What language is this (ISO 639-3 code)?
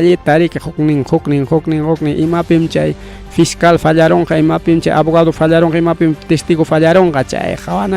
quy